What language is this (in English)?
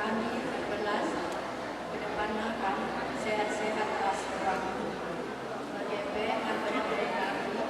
Batak Karo